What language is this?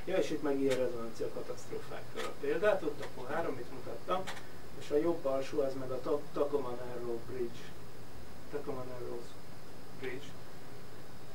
Hungarian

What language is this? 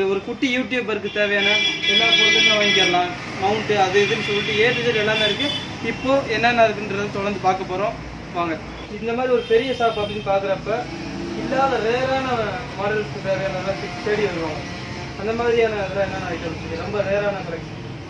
Tamil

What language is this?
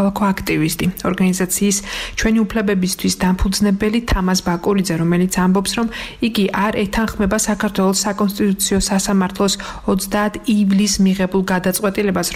Georgian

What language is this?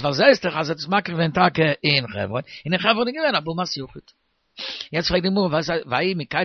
Yiddish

